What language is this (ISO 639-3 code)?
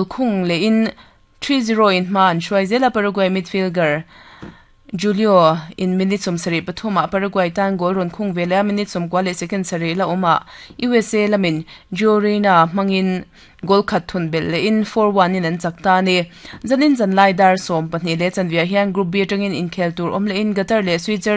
lus